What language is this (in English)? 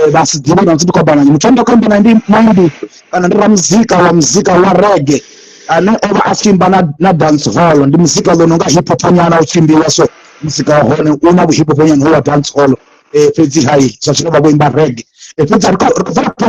Venda